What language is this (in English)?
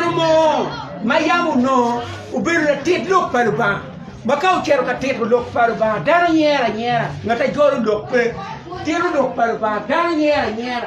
Acoli